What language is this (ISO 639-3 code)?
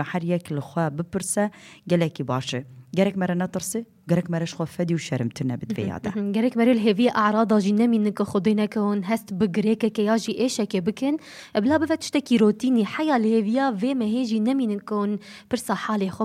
kur